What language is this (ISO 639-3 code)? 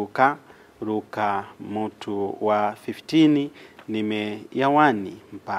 nya